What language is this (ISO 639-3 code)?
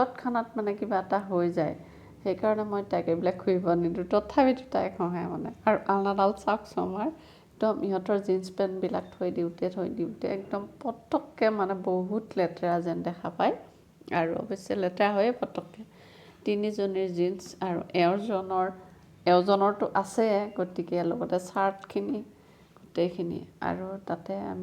asm